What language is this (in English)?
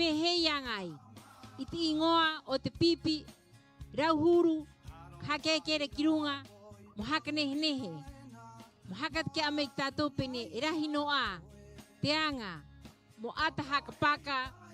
Rapanui